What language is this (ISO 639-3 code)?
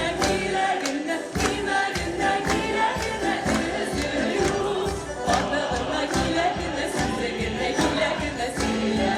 tat